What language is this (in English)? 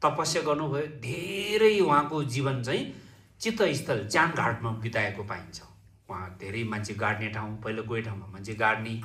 Nepali